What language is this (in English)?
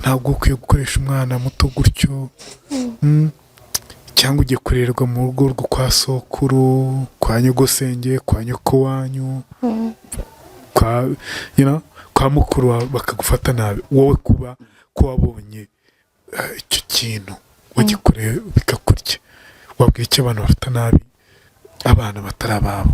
Kinyarwanda